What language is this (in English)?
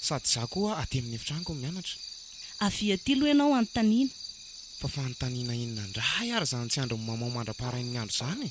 Malagasy